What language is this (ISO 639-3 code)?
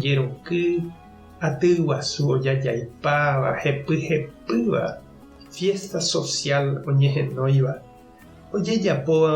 grn